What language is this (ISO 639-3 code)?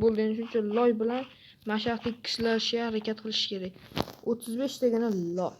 uzb